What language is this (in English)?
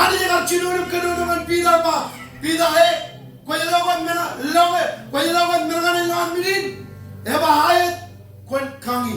Marshallese